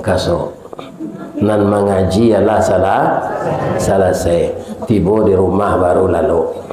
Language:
Minangkabau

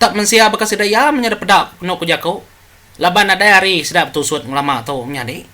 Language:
Iban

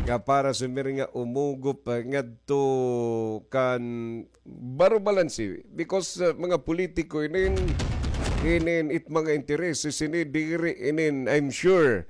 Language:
Waray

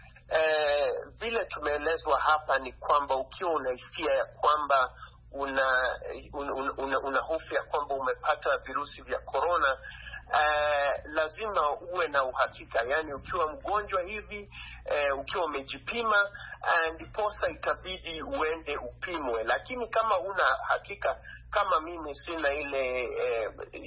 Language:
Swahili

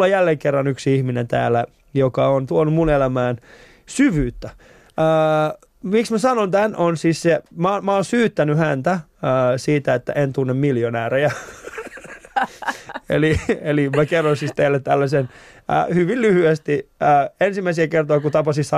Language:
Finnish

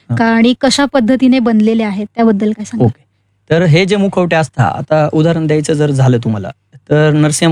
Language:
Marathi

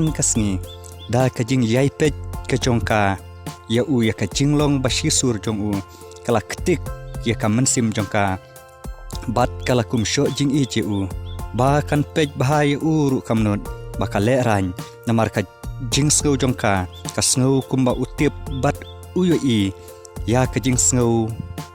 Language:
Khasi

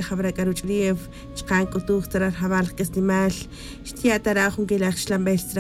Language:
Tz'utujil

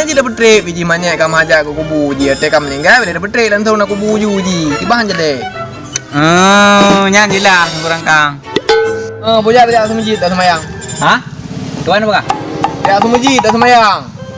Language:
Achinese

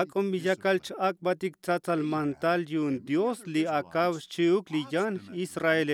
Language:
Tzotzil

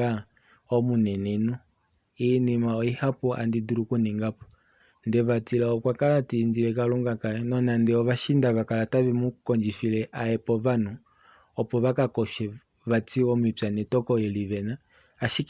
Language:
Kuanyama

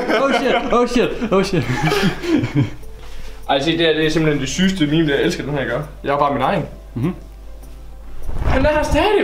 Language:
Danish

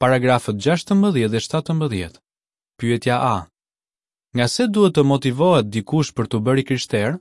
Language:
Albanian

